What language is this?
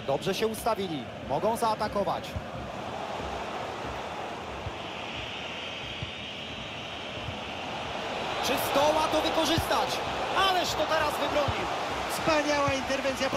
Polish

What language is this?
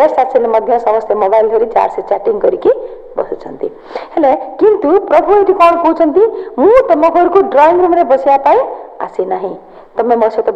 Odia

